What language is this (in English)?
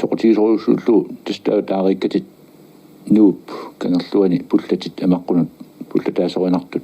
Kalaallisut